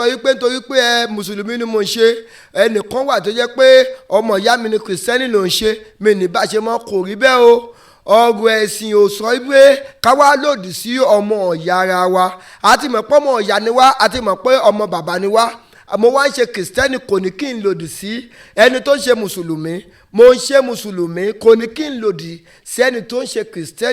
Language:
Yoruba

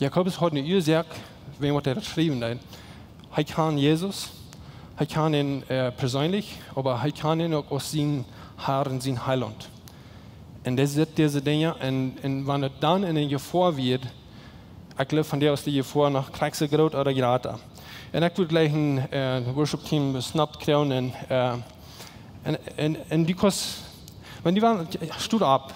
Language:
Plautdietsch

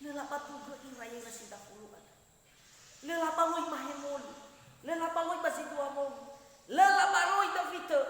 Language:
Nias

